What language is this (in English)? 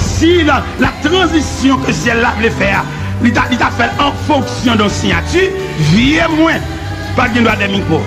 Haitian Creole